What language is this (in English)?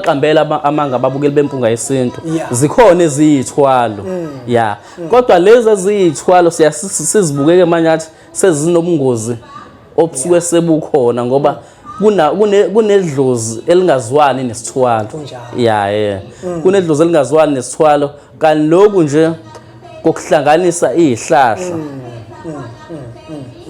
Zulu